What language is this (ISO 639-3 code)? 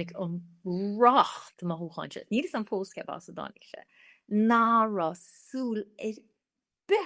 gle